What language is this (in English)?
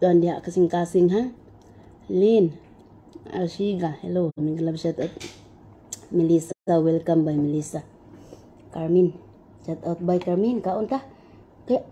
Cebuano